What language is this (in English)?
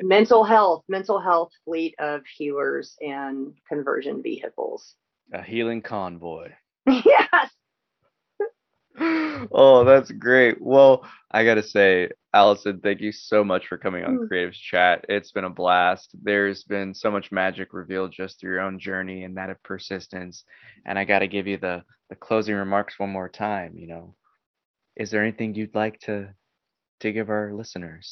English